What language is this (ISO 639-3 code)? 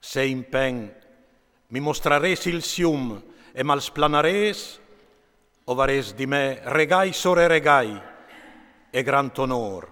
fur